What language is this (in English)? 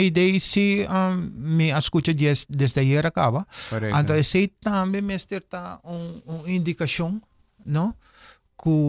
Papiamento